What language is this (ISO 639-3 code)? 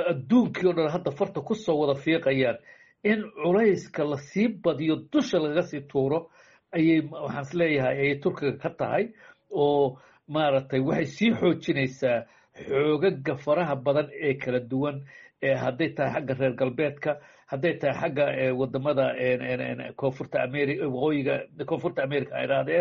som